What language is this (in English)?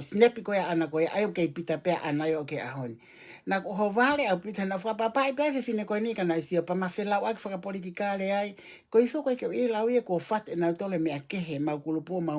Tongan